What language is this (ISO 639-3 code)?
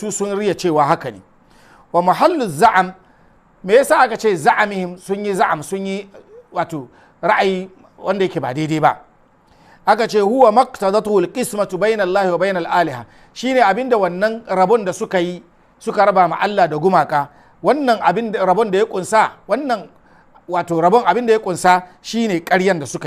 hau